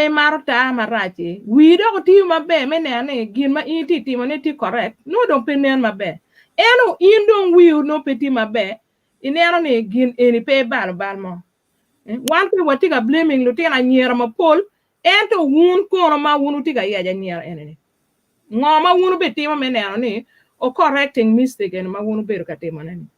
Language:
Acoli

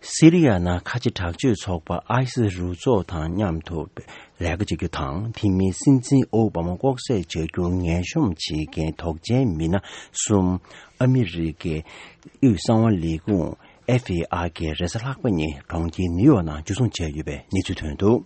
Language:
Tibetan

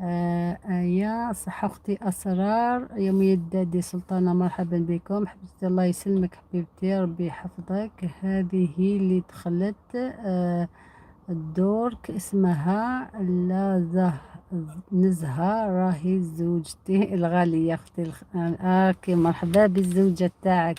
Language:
Algerian Arabic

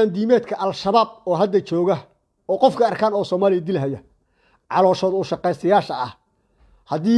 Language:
Somali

